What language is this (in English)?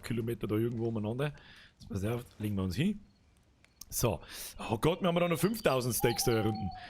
Bavarian